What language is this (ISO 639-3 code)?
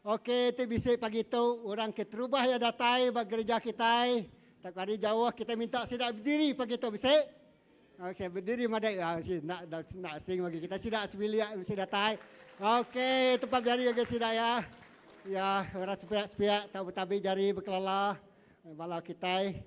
iba